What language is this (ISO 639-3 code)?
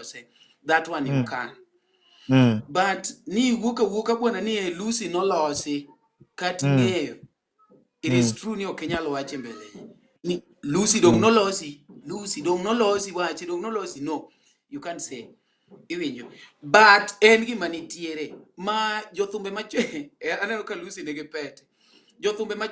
luo